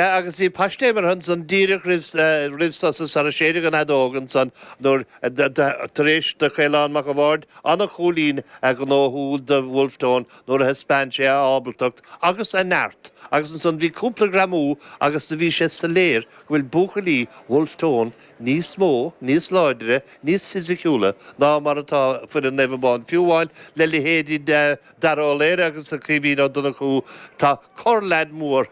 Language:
Irish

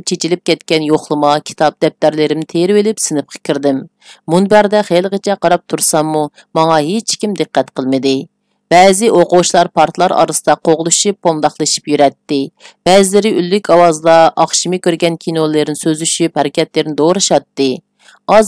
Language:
Uyghur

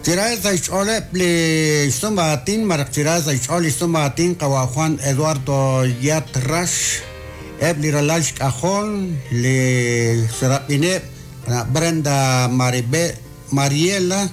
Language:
Kekchí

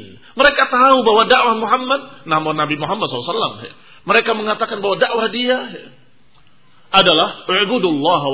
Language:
Indonesian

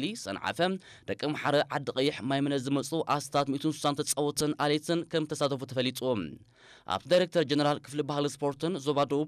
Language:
Tigrinya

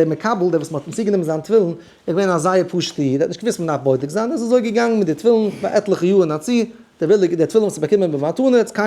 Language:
Yiddish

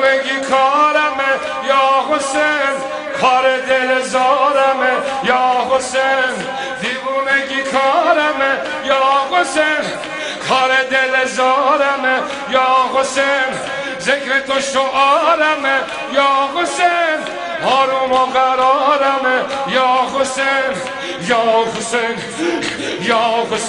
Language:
Persian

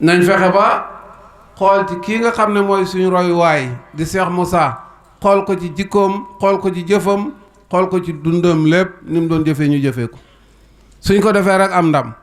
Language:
Wolof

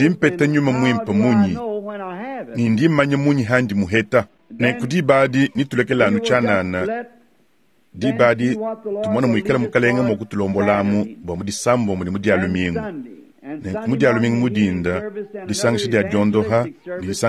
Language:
Luba-Lulua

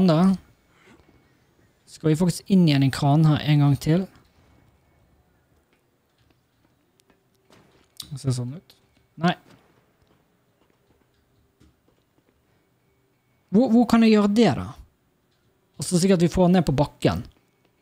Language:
Norwegian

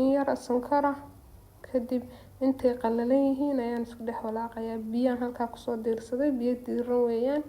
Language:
Somali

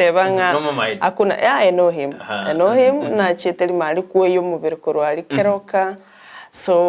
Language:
Gusii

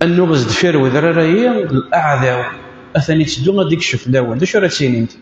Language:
Kabyle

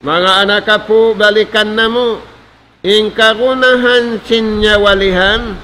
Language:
Tausug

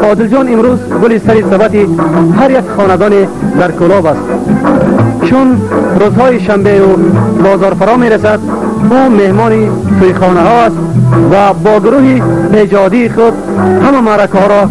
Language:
Tajik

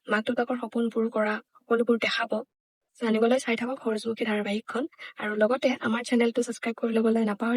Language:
Assamese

